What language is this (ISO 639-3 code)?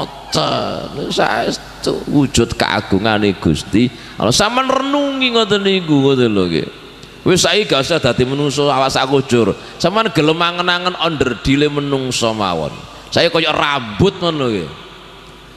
jav